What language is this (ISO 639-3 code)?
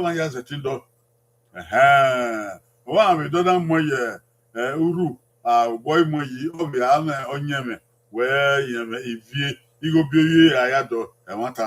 bin